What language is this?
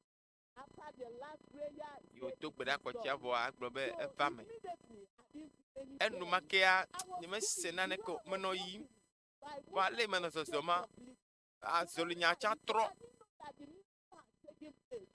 Ewe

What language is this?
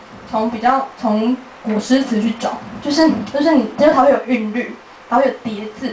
Chinese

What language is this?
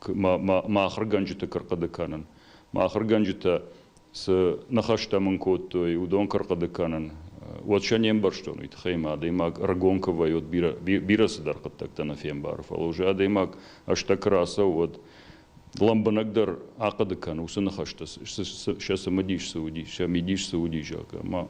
Ossetic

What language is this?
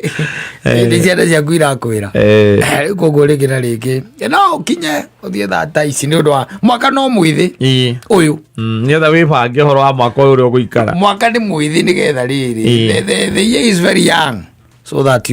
Kikuyu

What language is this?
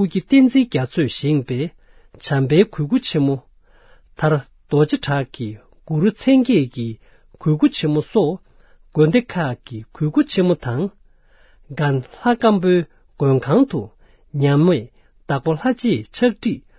Tibetan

